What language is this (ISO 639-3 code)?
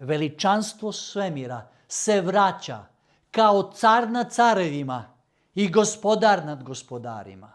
mkd